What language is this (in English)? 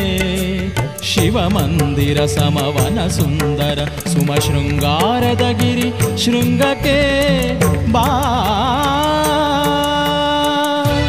Kannada